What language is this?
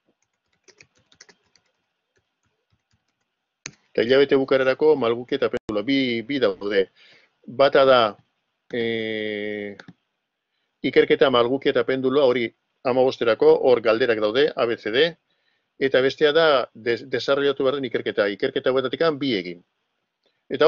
Basque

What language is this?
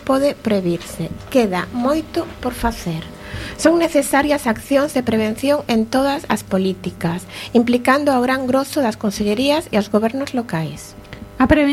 Galician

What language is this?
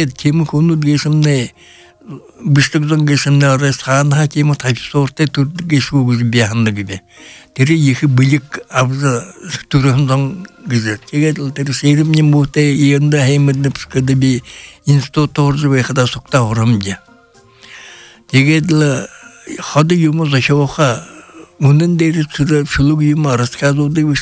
Buriat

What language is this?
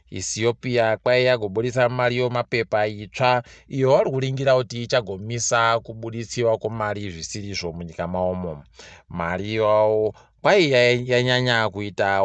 Ndau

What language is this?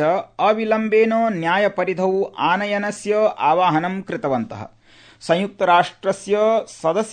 Sanskrit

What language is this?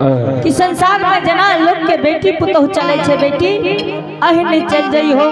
Angika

